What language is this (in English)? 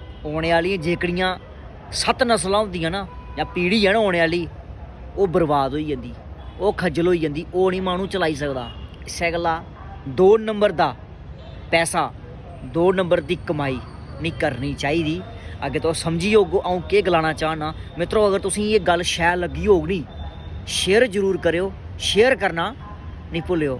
Dogri